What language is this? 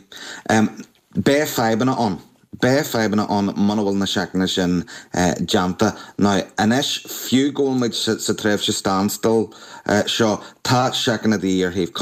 Irish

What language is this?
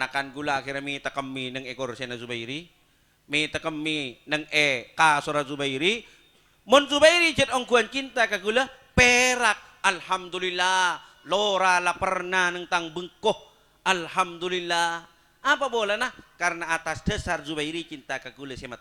Madurese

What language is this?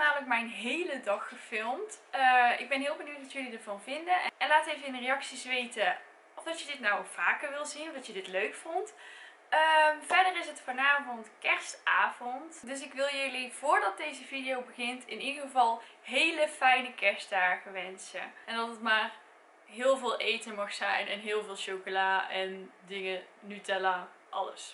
Dutch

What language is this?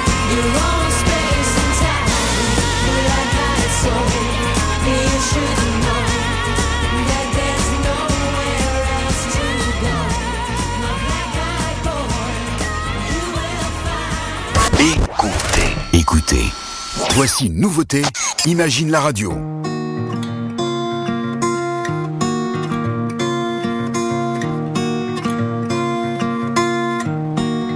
French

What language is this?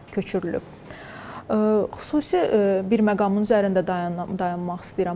Azerbaijani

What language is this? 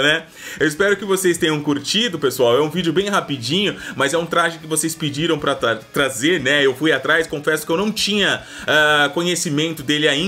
Portuguese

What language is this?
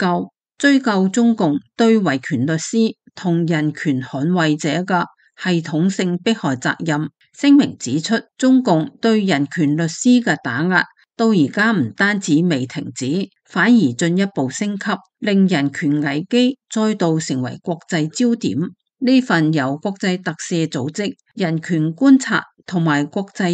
Cantonese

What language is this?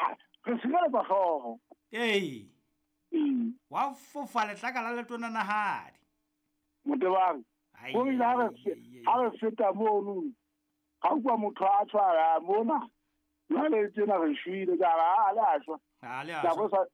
Southern Sotho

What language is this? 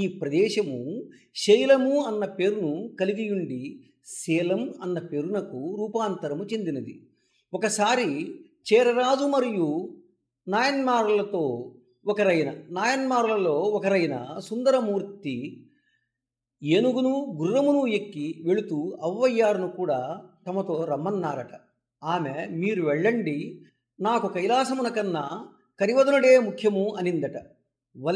Telugu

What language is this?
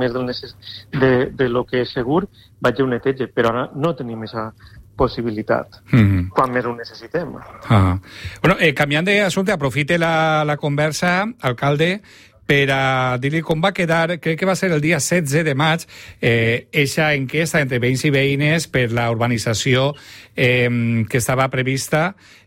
Catalan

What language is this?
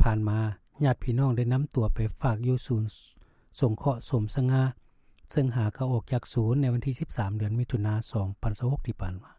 Lao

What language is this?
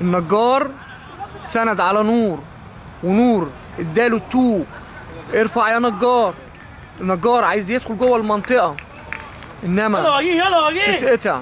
Egyptian Arabic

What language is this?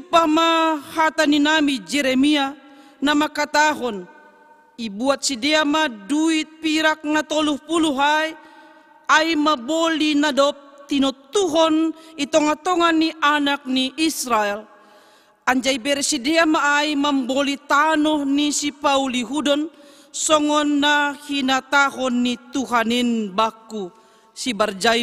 Batak Simalungun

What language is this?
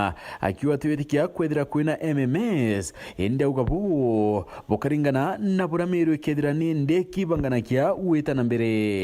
Meru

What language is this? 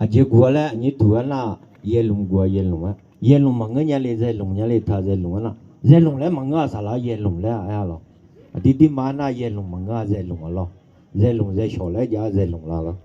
Akha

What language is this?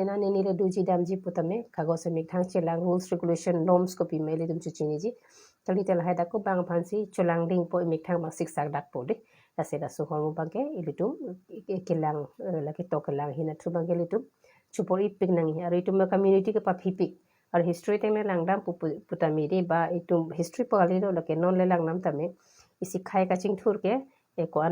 Karbi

